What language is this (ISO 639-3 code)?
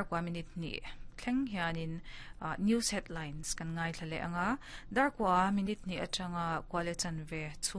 lus